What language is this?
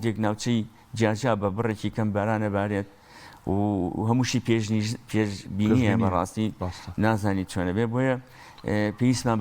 Central Kurdish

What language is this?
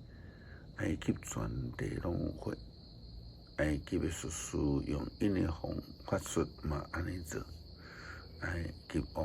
Min Nan Chinese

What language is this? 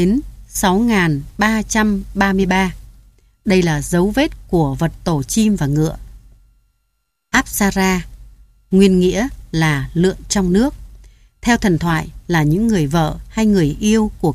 Vietnamese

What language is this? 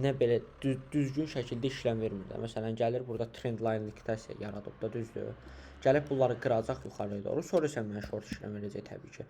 Azerbaijani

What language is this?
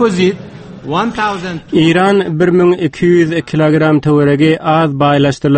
Turkmen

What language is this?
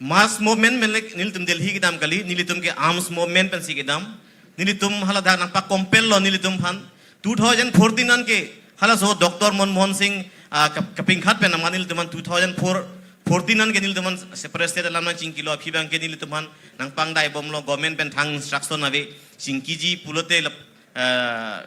Karbi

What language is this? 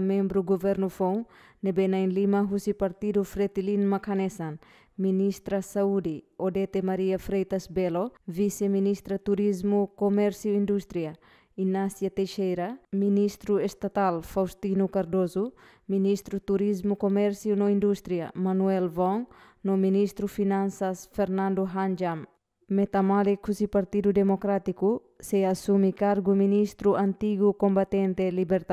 Tetum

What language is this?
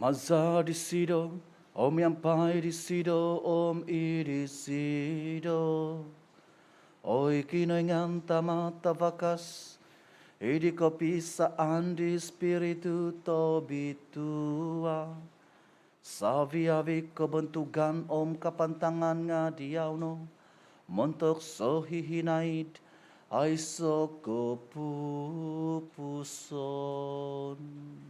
Central Dusun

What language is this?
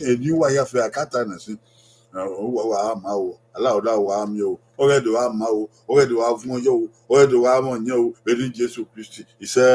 Bini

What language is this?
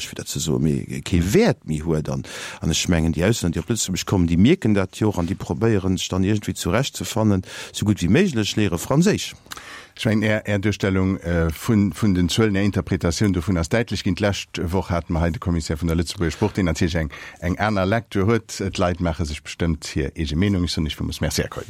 Luxembourgish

